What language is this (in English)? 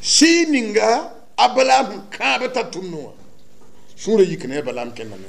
Mossi